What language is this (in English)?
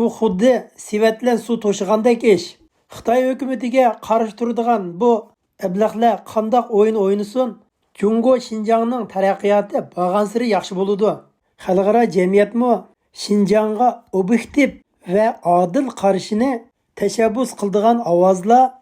Uyghur